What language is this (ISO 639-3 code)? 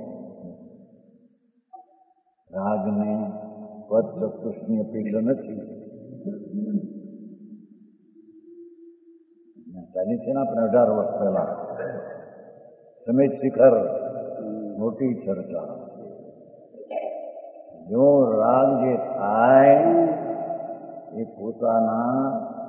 guj